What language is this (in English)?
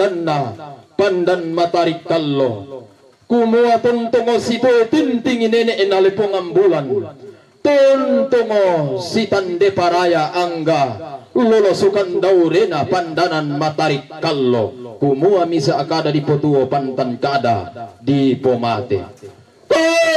Toraja-Sa'dan